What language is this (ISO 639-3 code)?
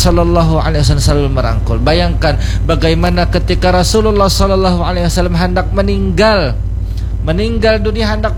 ind